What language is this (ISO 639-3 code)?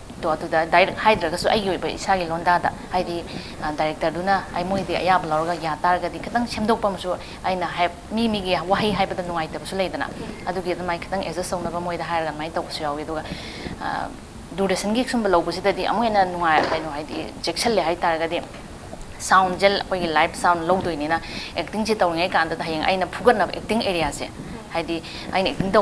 mni